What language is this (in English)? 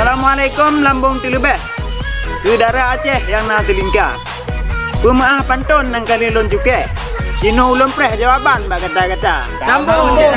Achinese